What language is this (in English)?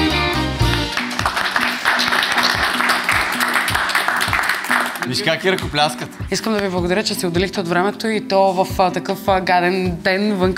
Bulgarian